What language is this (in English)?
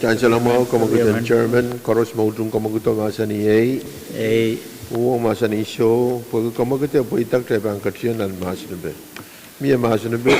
Pohnpeian